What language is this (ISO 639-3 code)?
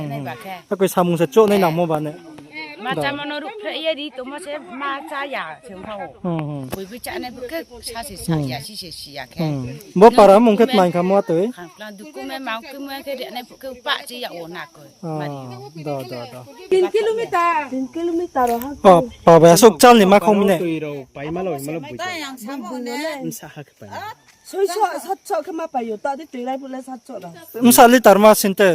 ria